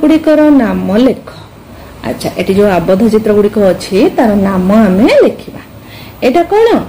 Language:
Odia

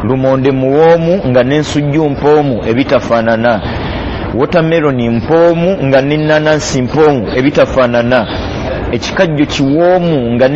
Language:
Ganda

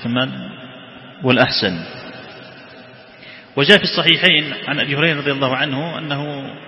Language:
Arabic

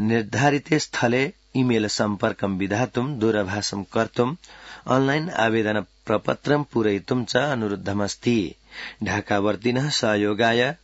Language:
Sanskrit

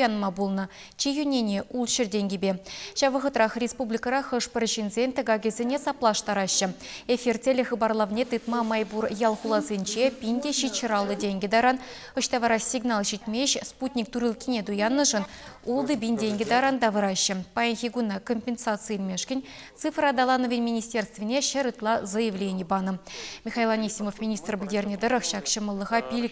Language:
Chuvash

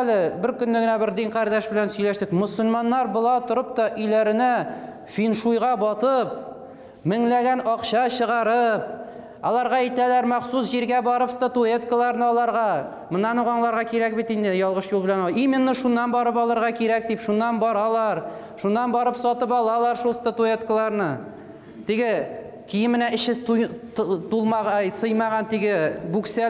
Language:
Tatar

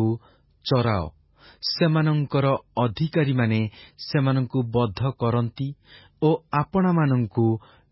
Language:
Odia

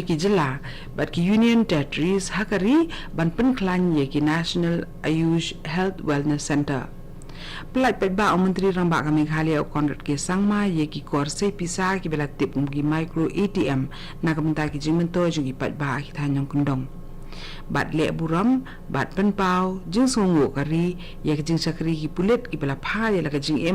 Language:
Khasi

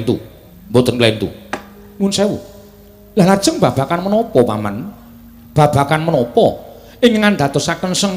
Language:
Javanese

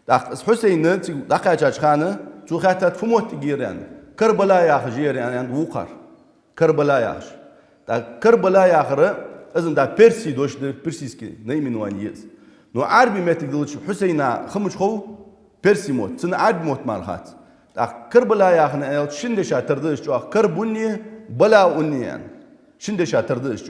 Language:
Ingush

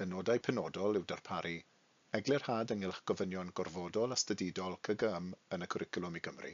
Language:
Welsh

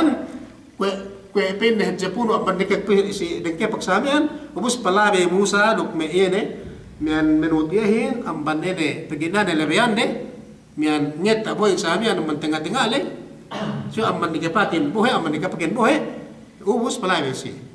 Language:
Yakan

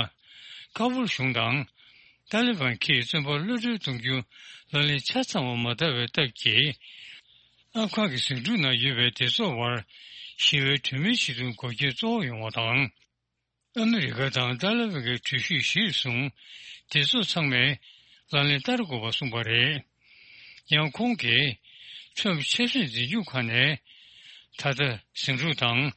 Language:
Tibetan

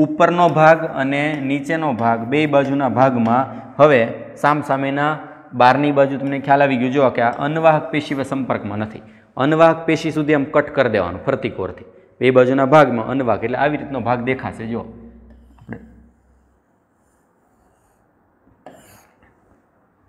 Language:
Gujarati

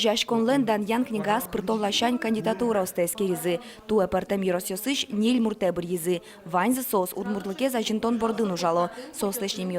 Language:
Udmurt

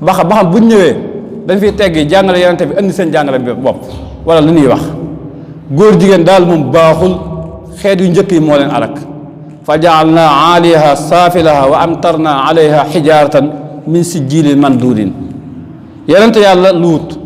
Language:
Wolof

